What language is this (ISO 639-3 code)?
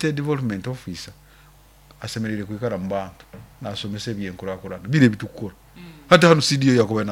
nyo